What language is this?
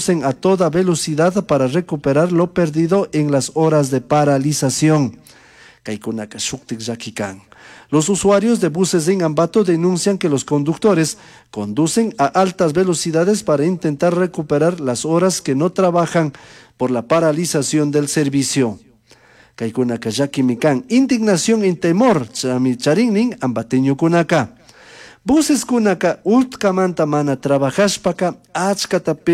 Chimborazo Highland Quichua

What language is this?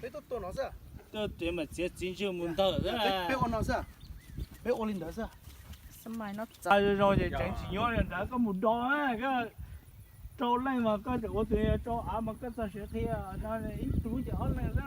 Hmong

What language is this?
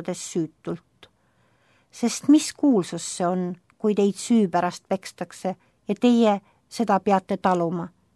Estonian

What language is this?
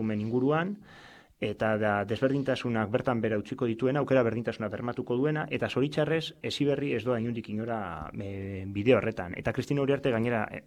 Basque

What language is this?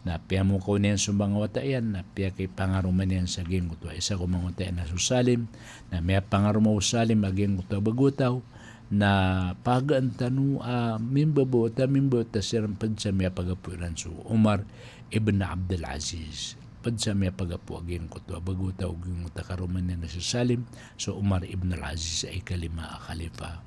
Maranao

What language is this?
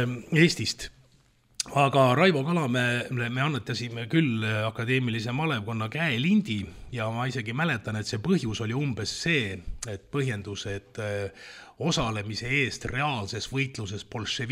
Estonian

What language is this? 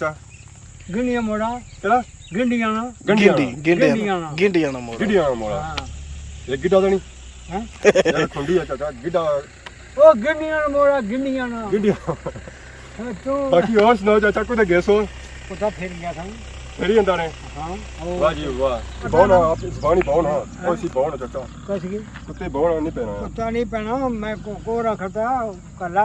Pahari-Potwari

